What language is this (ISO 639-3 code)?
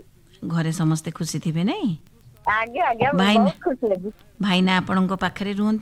ori